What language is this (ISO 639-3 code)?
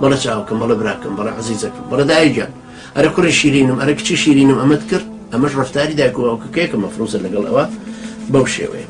ckb